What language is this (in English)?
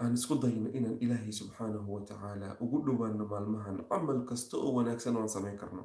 Somali